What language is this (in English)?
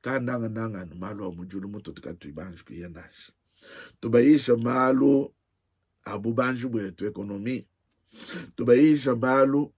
Luba-Lulua